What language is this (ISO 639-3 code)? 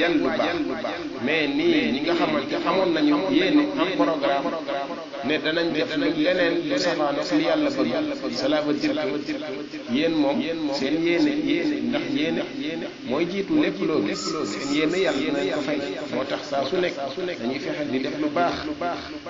wol